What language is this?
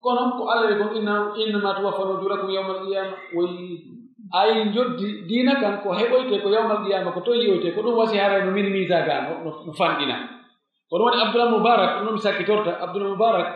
Pular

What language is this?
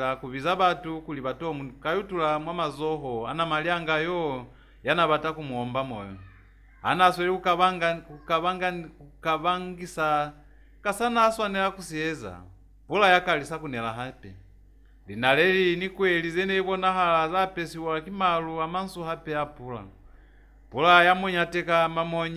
Lozi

